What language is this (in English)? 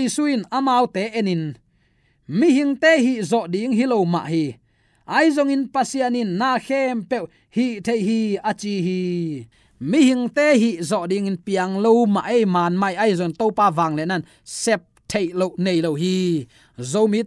Tedim Chin